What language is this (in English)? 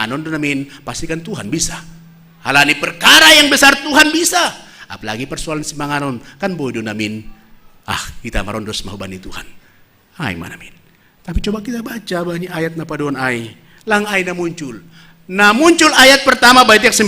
Batak Simalungun